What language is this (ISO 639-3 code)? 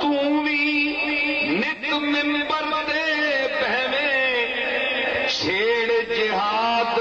skr